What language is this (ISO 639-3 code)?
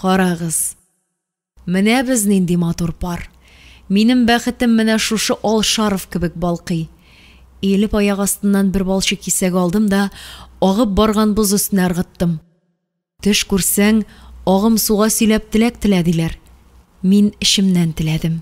tat